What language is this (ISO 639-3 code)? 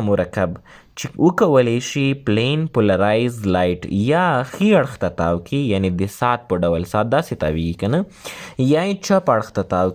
pus